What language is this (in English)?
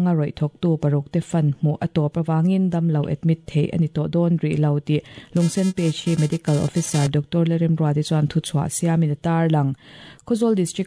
Mizo